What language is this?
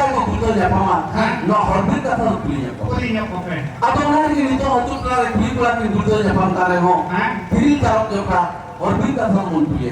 Santali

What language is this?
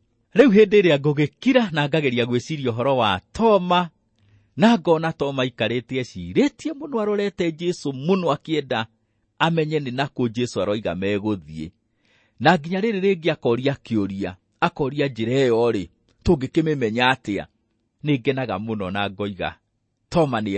Kikuyu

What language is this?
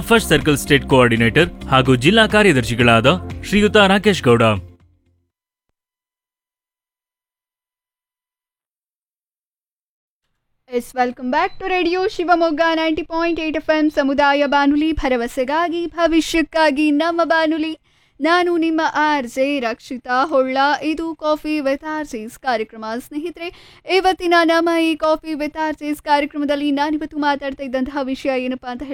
Kannada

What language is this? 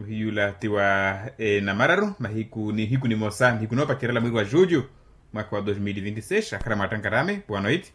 Makhuwa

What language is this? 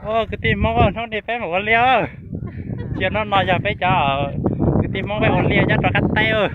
Hmong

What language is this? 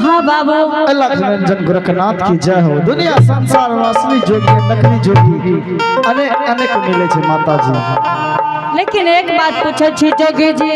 Angika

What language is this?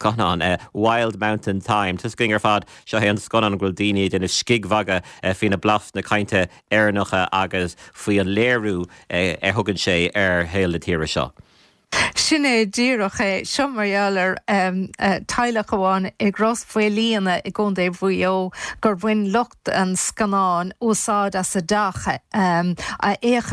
Irish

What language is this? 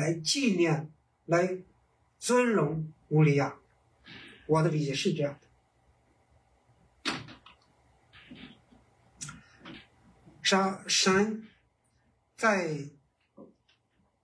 Chinese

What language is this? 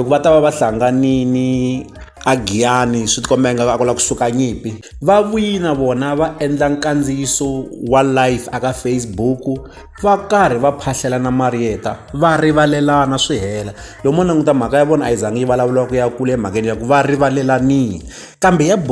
Tsonga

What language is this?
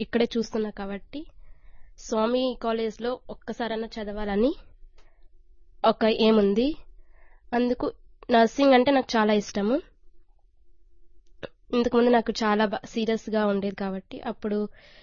Telugu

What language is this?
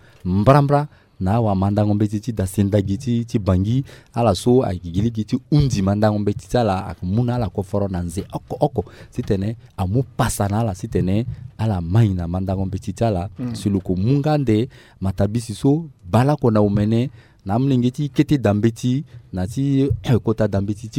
Sango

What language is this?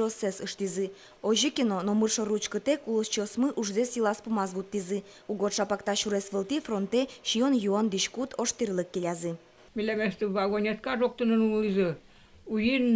Udmurt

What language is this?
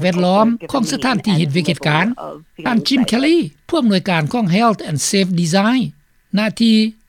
Lao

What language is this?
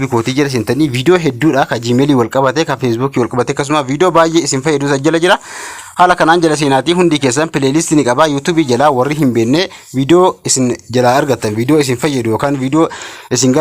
Oromo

